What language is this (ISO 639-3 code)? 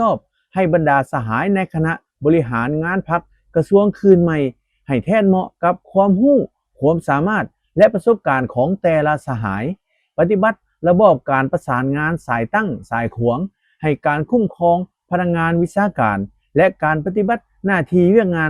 lao